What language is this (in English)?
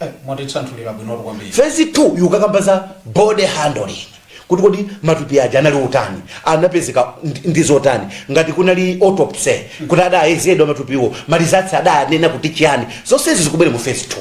Nyanja